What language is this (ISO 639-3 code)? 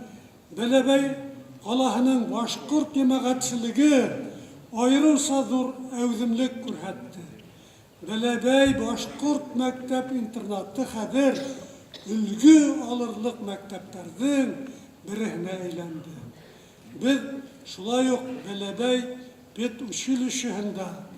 bak